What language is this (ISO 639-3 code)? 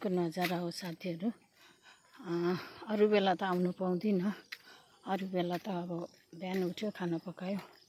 nep